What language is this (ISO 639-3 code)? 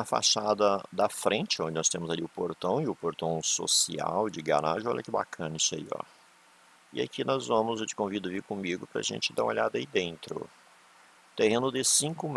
por